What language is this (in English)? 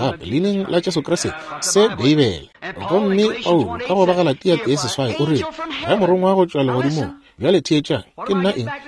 Northern Sotho